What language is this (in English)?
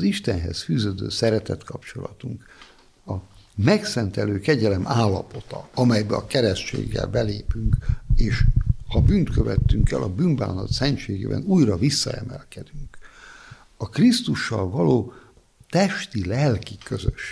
Hungarian